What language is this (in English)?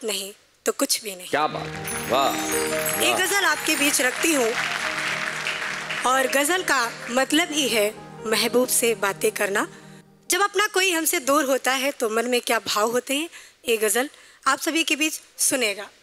Hindi